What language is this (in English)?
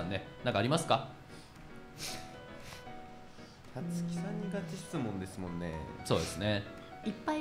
Japanese